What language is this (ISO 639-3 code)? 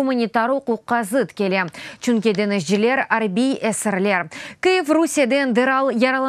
crh